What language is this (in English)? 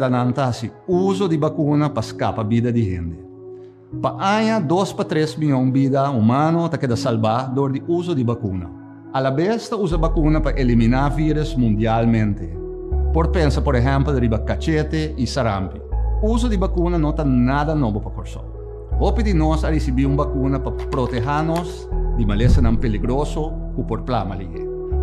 Papiamento